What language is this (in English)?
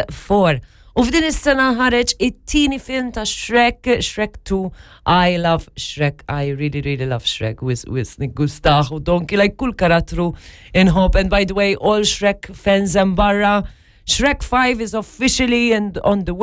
Maltese